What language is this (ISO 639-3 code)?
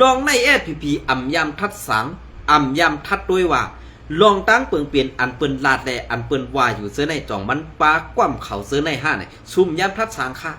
shn